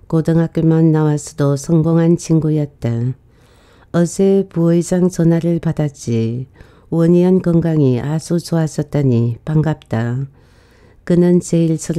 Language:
Korean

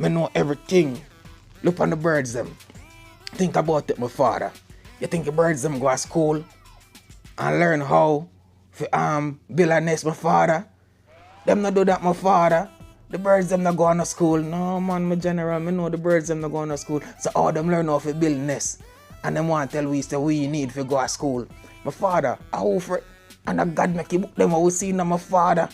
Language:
Jamaican Creole English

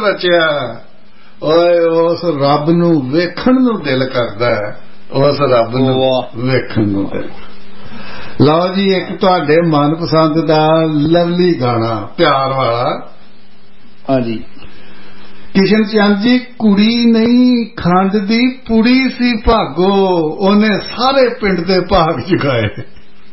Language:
Punjabi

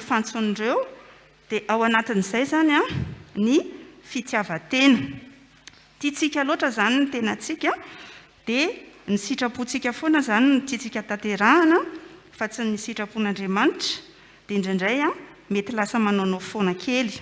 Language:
Malagasy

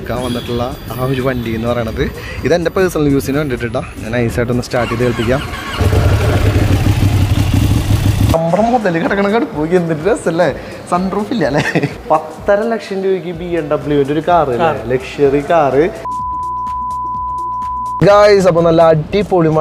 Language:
Malayalam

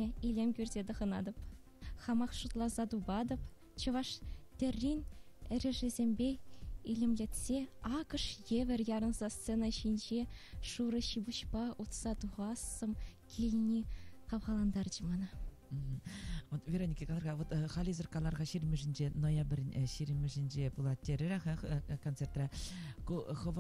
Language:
Chuvash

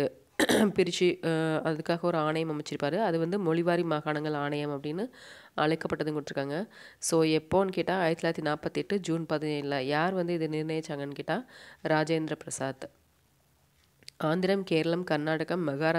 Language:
Tamil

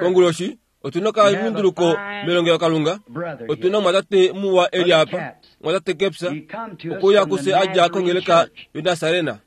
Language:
Kuanyama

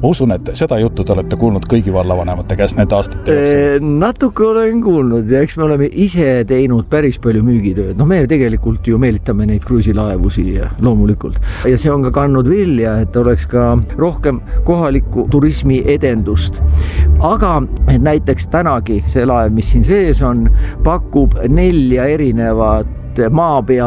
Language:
Estonian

